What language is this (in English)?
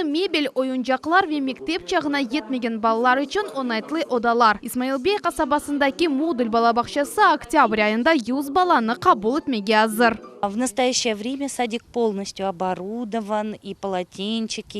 Crimean Tatar